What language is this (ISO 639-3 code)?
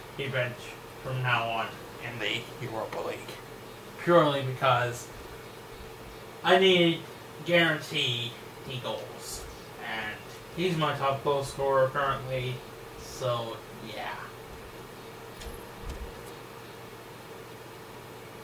eng